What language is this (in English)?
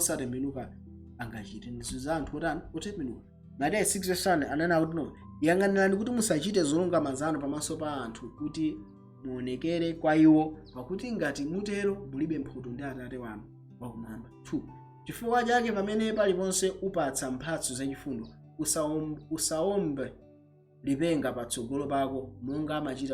Nyanja